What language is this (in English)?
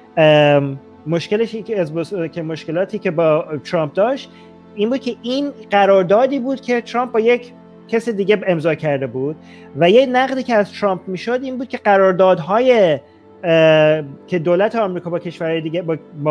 Persian